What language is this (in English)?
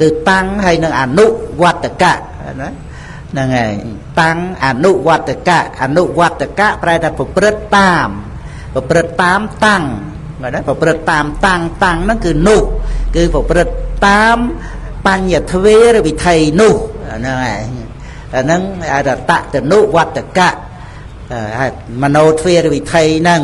Khmer